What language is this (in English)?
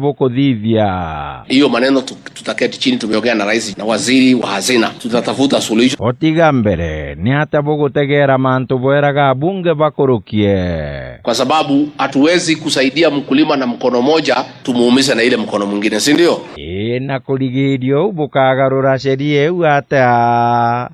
Meru